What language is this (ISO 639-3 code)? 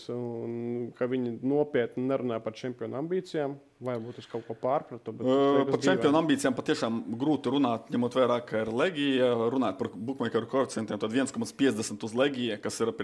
lav